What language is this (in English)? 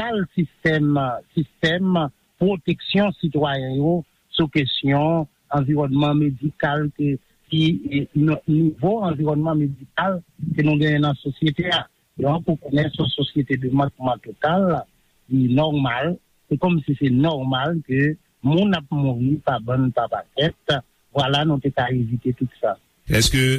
Haitian Creole